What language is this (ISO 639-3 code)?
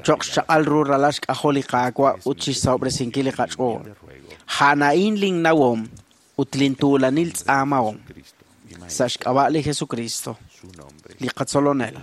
kek